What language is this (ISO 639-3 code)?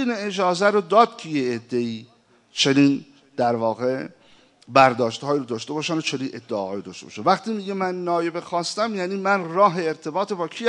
fas